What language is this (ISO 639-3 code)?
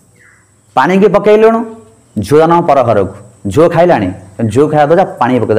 ori